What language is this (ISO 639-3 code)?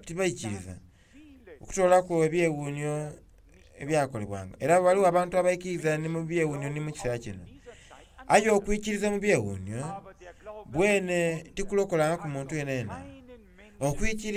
xog